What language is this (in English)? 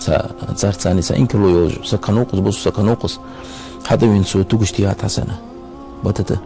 Ingush